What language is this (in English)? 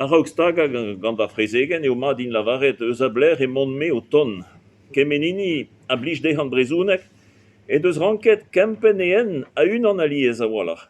Breton